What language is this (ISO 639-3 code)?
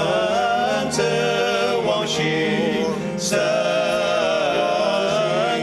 njo